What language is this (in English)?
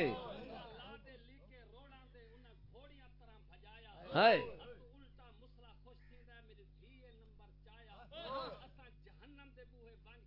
Saraiki